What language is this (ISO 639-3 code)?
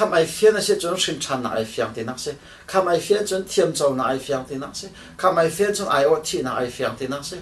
cnh